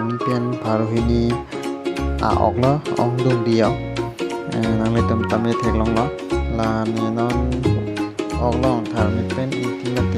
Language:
Karbi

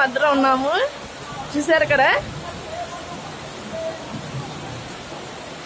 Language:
Telugu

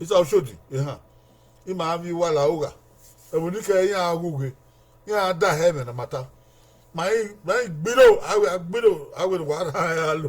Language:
Bini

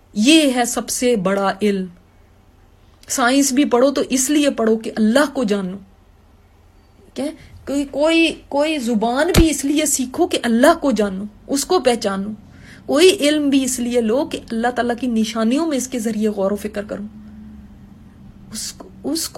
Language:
Urdu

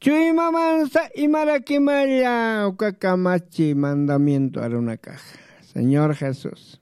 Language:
Aymara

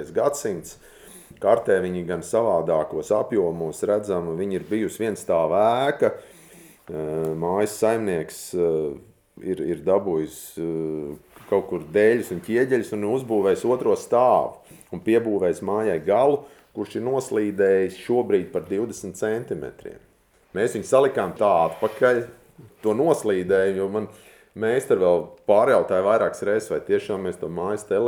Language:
Latvian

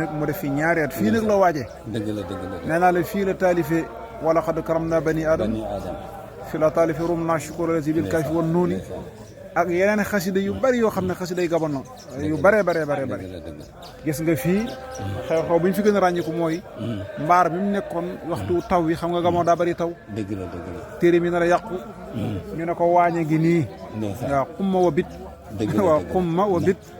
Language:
Wolof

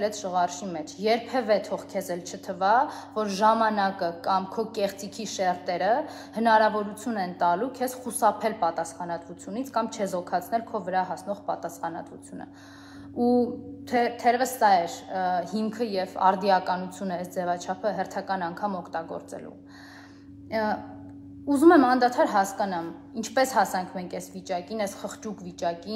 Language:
Armenian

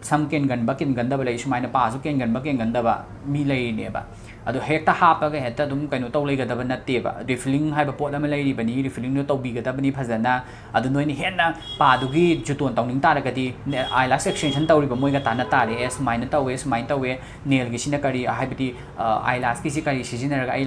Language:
Manipuri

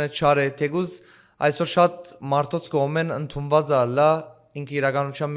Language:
Western Armenian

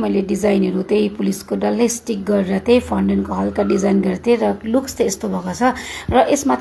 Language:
Nepali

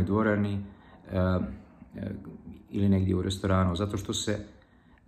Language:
Serbian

